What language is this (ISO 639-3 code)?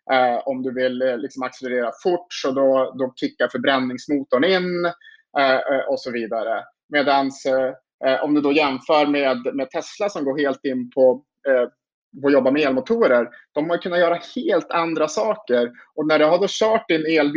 swe